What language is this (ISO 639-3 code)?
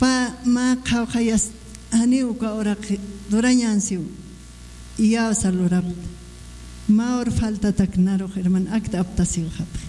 aym